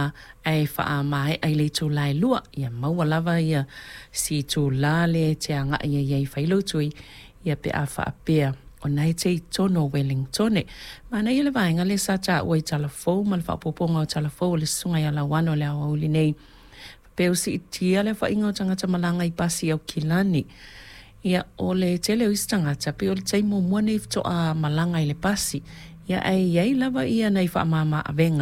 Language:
Samoan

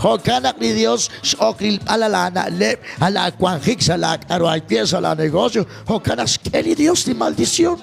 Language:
Kekchí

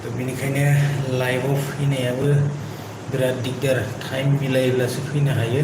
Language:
Bodo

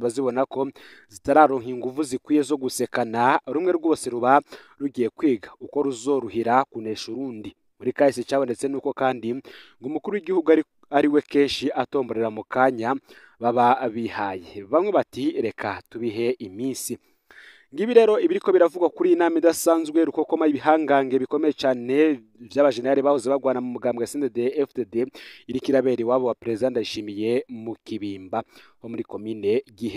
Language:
Rundi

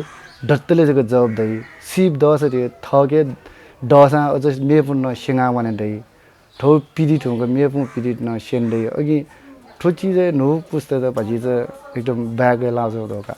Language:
Newari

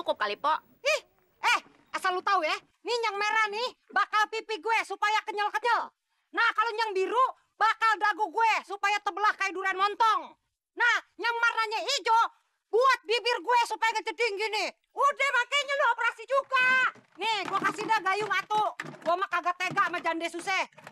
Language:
Betawi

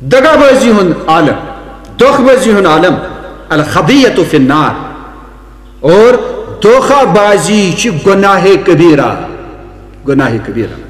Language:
Kashmiri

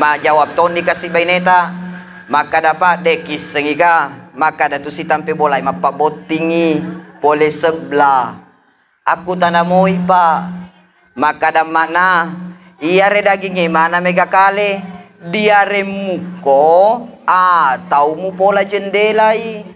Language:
Buginese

